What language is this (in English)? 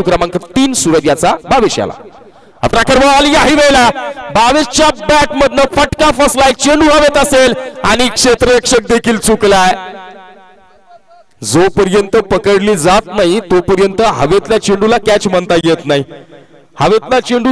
Marathi